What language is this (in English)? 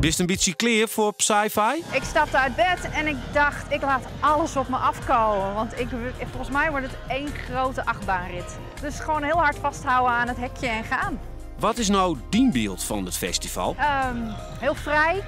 Western Frisian